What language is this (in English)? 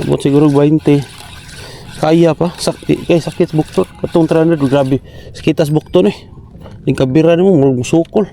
Cebuano